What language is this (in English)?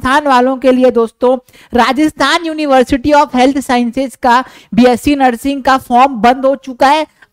Hindi